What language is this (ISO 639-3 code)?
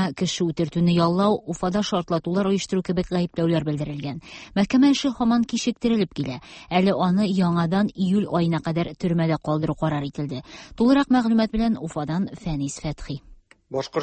tat